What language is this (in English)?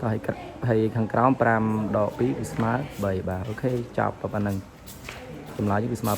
Khmer